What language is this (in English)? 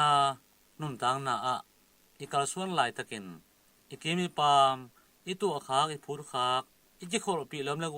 Tedim Chin